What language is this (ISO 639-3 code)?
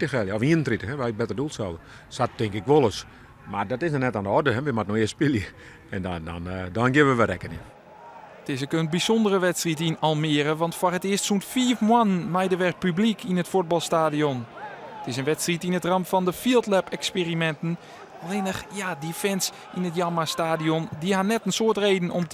fry